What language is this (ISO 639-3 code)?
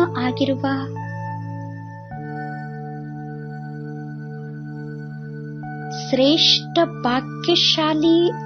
kan